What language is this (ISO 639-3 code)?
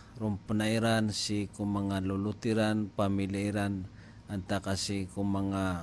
mrw